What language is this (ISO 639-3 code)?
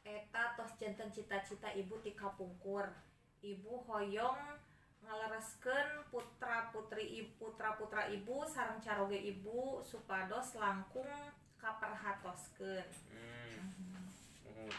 sun